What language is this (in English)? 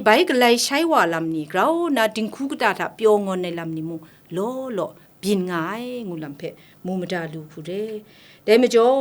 Kachin